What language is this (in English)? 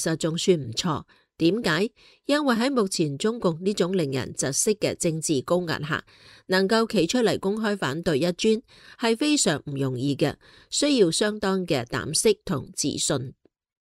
Cantonese